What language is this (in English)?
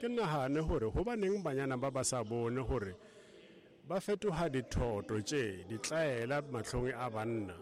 Tswana